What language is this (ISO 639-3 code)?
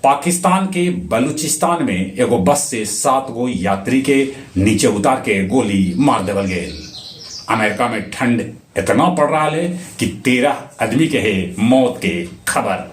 mag